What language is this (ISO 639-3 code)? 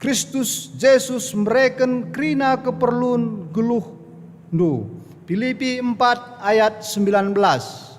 btx